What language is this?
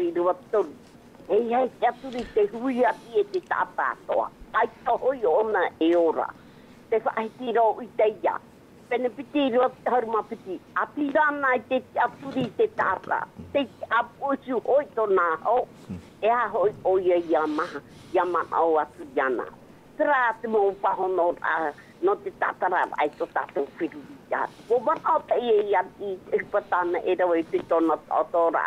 Tahitian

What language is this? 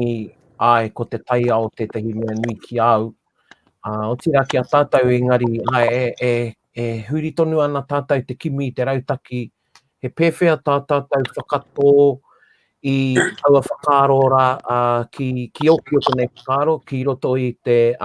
Māori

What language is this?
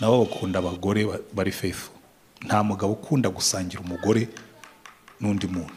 Kinyarwanda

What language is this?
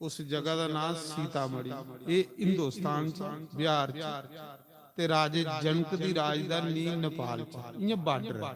Dogri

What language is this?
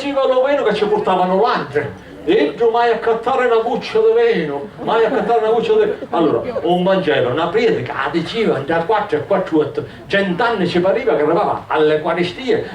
Sicilian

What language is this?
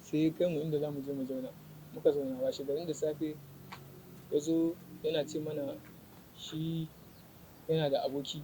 Hausa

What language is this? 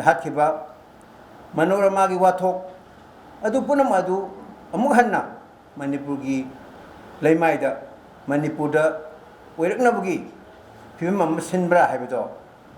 Manipuri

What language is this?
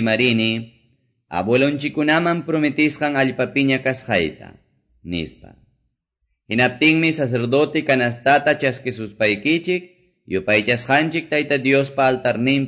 Quechua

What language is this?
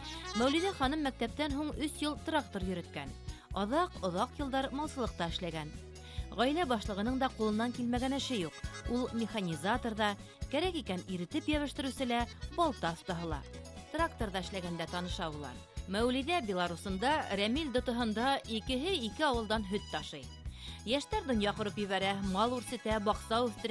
Bashkir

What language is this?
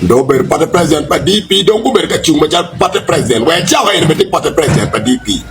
Acoli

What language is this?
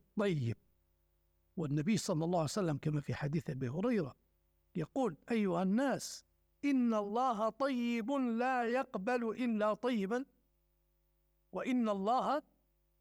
Arabic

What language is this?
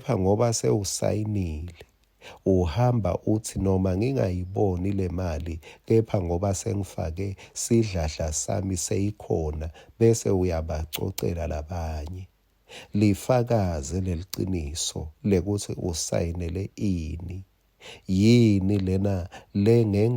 Swati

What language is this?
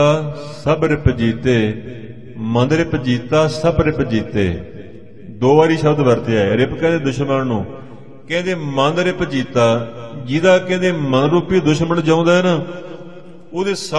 Punjabi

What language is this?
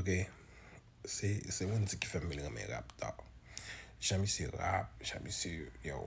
Haitian Creole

